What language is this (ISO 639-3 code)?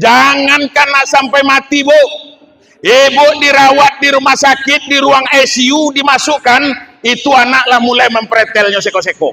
min